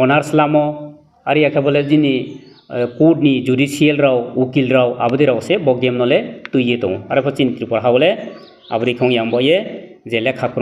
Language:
Riang (India)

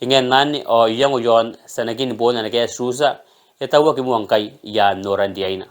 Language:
Gilbertese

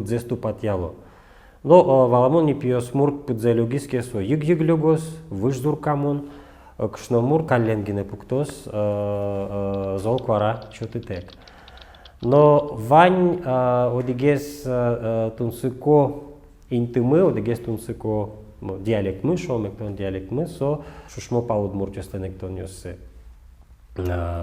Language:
Udmurt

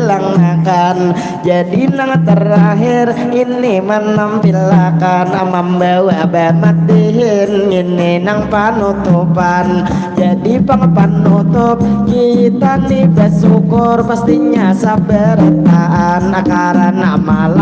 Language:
Banjar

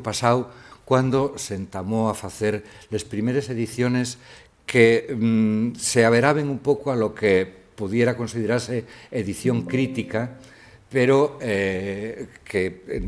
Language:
Asturian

